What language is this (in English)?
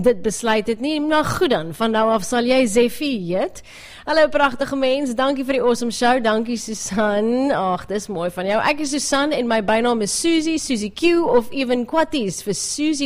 Afrikaans